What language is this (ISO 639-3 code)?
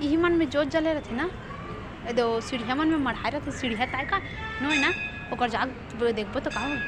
hne